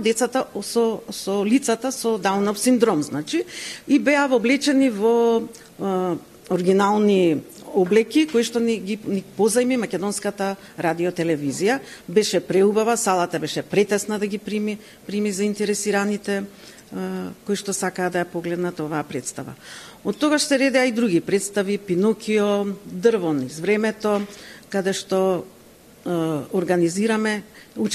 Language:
Macedonian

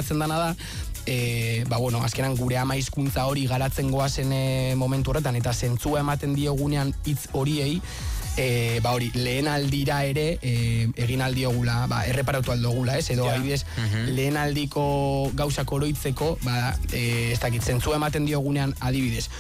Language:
Basque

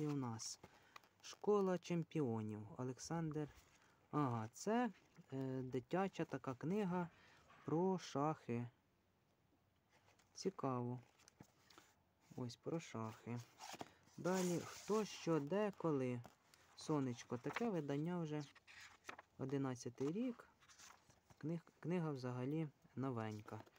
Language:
Ukrainian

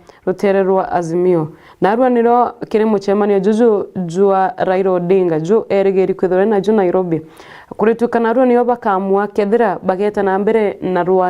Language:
Meru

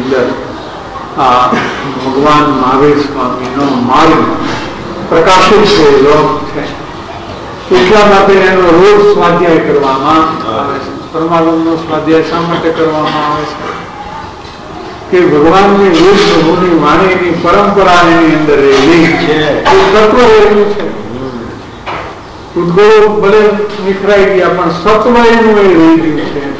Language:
Gujarati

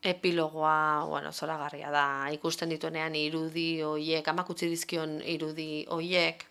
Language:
Basque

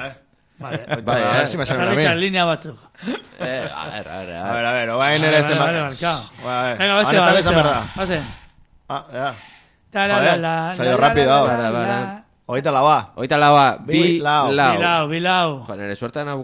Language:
Basque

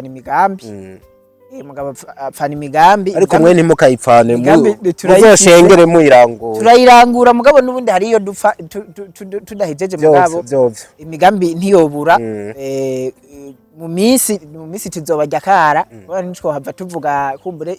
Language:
Rundi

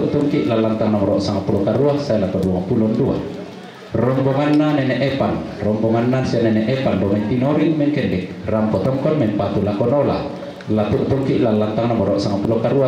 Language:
Toraja-Sa'dan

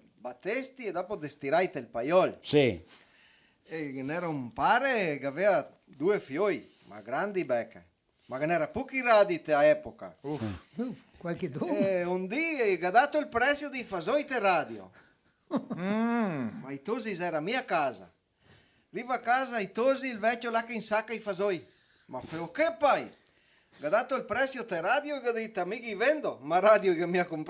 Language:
Venetian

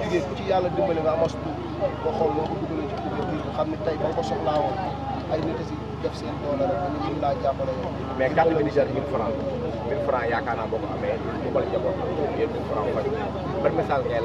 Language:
Wolof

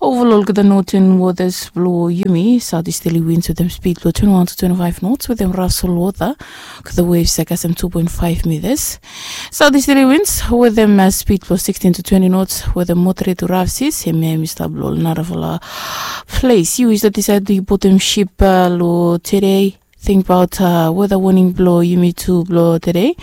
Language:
Bislama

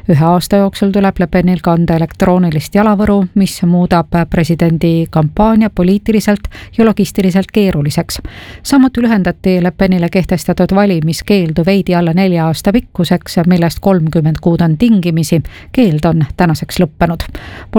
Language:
Estonian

